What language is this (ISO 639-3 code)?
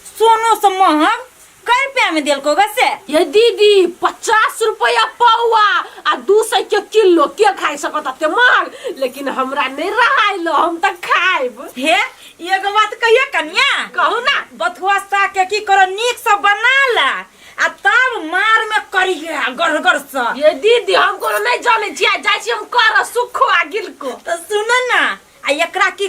mai